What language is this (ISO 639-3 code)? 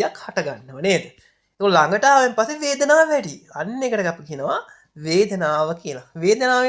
sin